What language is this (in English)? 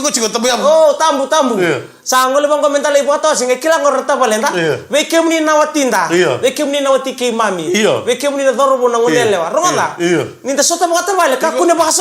Fijian